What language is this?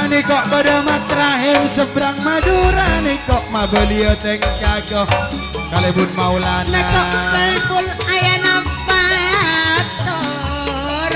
Madurese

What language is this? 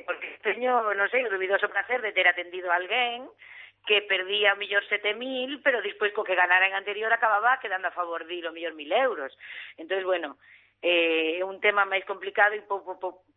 Galician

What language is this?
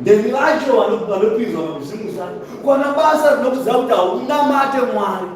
Shona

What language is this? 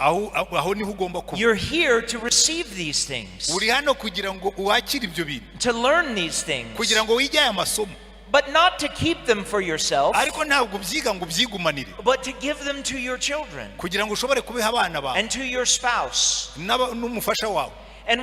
Kinyarwanda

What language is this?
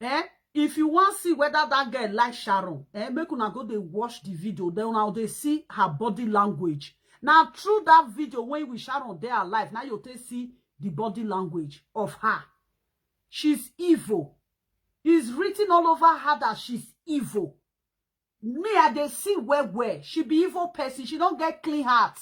Nigerian Pidgin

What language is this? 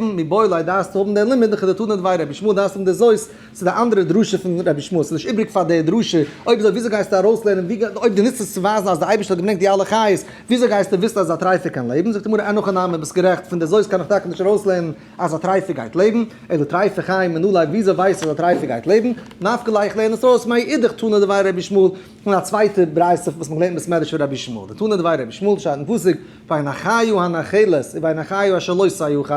Yiddish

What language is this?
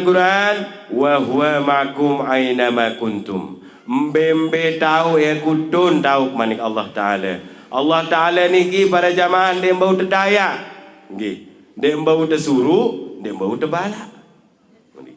Sasak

